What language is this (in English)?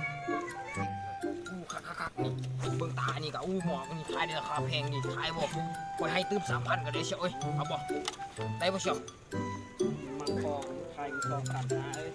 Lao